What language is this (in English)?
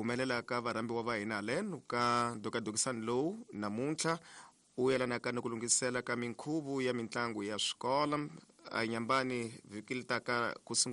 Tsonga